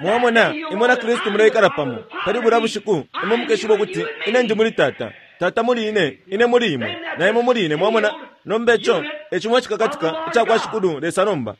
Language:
Bemba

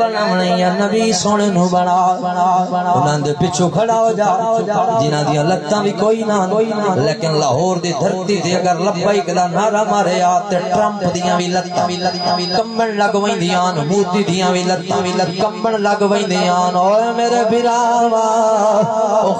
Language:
Saraiki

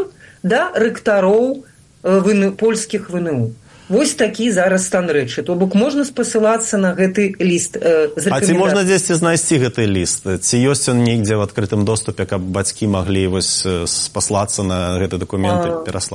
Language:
Belarusian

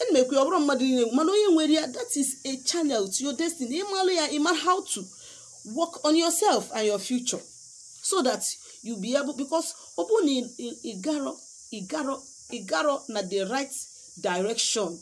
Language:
Igbo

